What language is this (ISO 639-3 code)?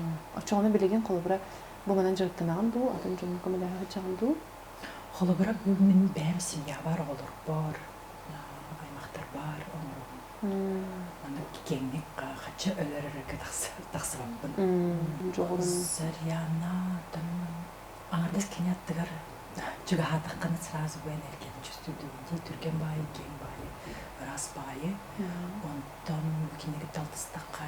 sah